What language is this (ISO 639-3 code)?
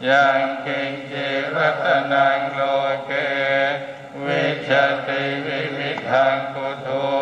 pli